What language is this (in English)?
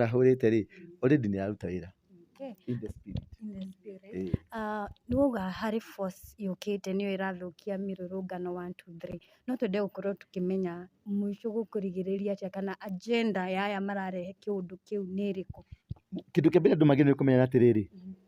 Kikuyu